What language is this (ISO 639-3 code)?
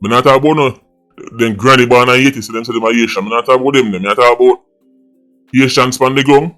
jam